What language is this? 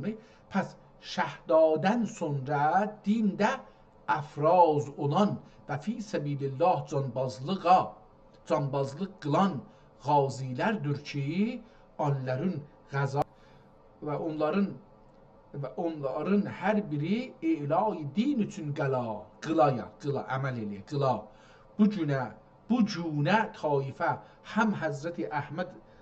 South Azerbaijani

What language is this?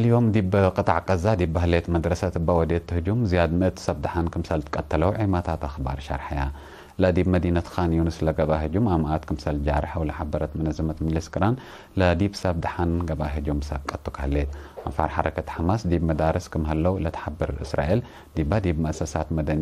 Tigre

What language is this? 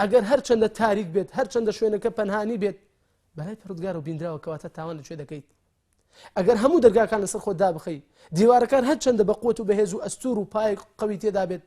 Central Kurdish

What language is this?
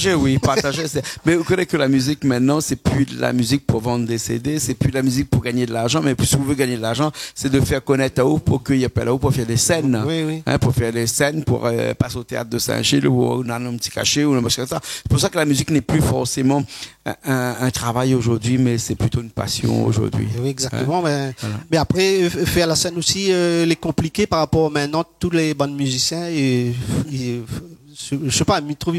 Réunion Creole French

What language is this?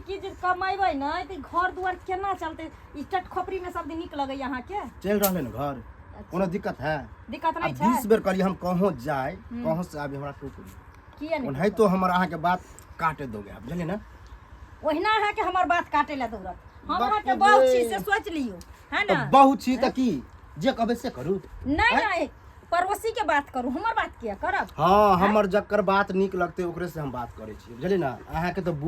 Maithili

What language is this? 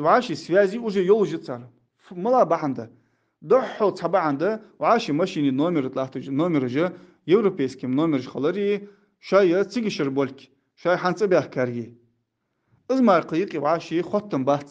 Ingush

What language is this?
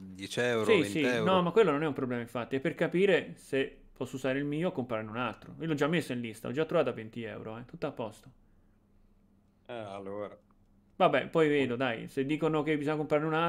Italian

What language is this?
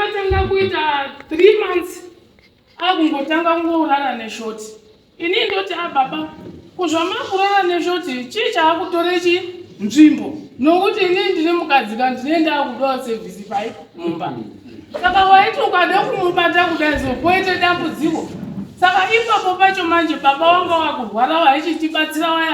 Shona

